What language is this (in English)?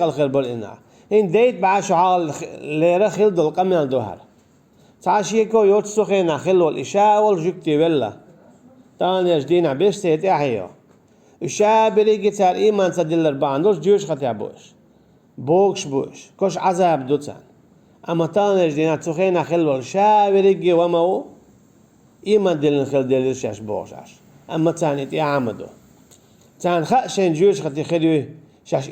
Chechen